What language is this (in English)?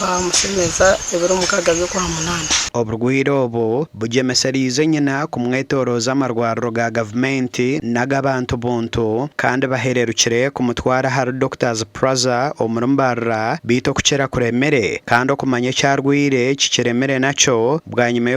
Nyankole